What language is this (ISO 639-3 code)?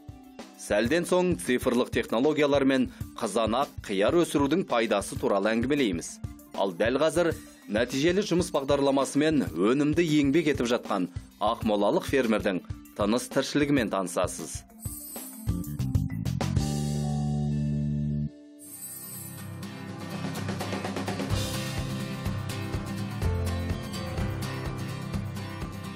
kaz